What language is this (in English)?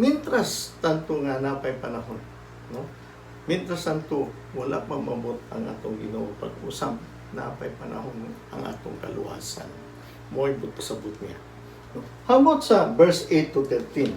Cebuano